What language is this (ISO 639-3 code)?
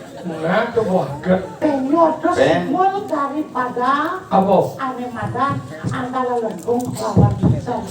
ban